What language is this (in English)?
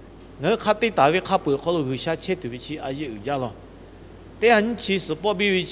Lahu